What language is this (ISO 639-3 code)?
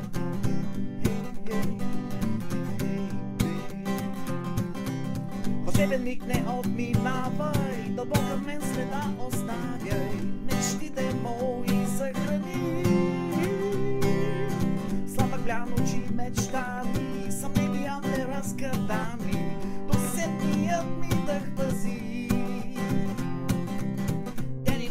bul